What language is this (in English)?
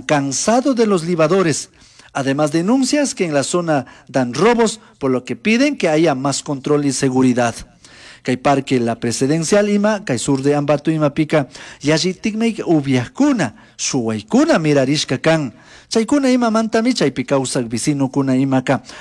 Chimborazo Highland Quichua